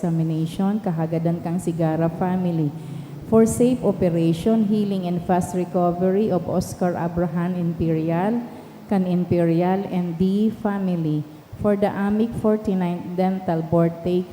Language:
Bikol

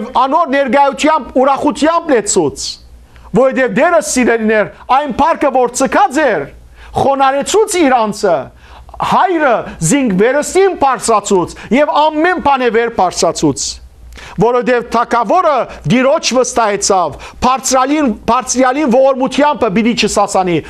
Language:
Western Armenian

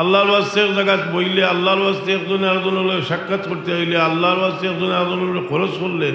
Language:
Sylheti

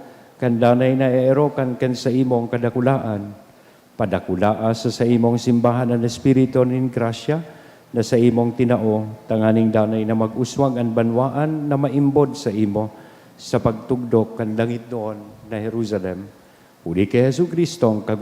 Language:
Bikol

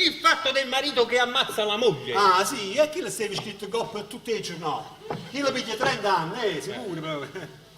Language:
Neapolitan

